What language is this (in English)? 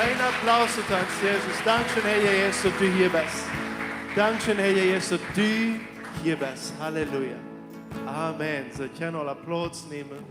Plautdietsch